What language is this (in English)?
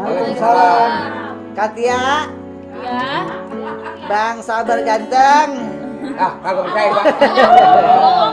Betawi